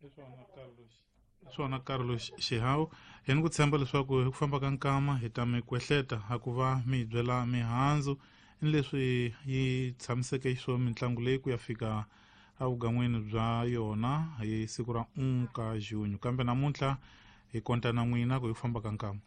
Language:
Tsonga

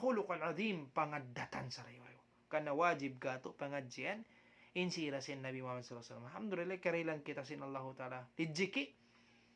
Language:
Tausug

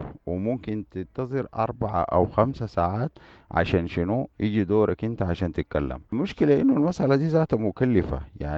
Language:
Sudanese Arabic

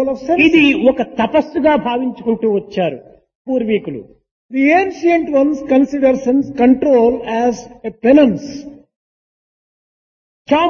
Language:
Telugu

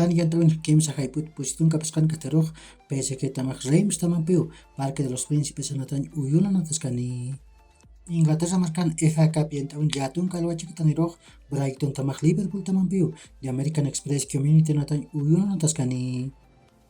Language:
Aymara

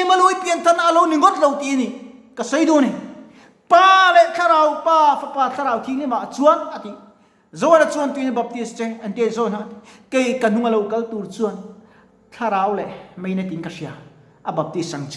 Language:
Mizo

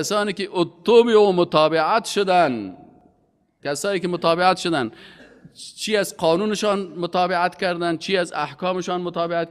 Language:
Persian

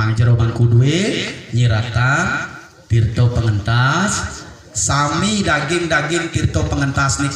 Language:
Balinese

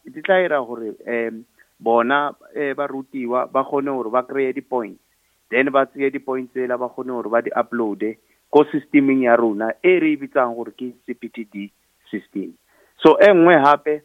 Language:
Northern Sotho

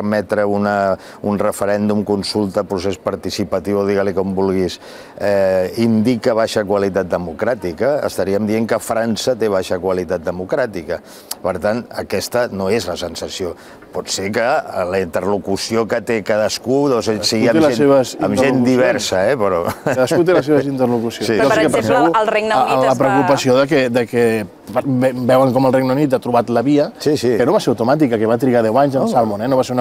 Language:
Catalan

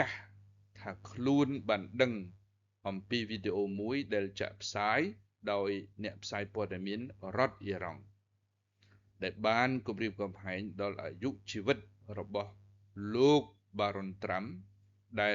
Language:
Khmer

